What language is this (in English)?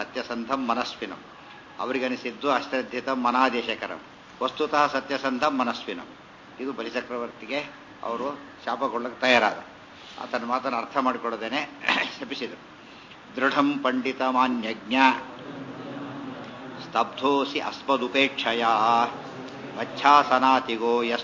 Kannada